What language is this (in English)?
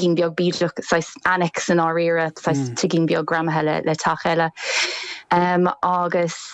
Irish